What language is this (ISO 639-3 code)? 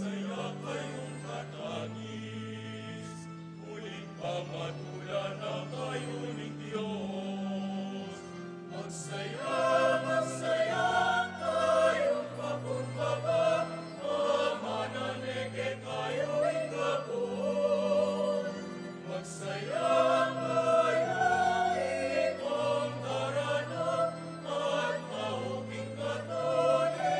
pam